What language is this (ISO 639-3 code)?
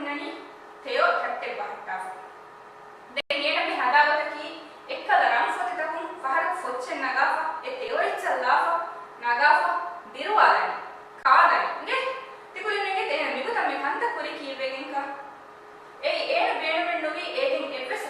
div